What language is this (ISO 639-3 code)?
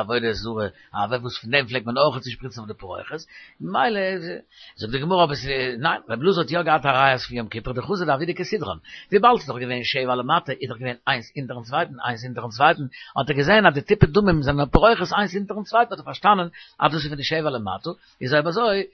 yid